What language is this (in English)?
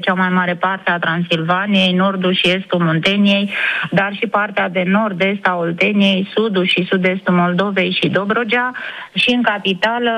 Romanian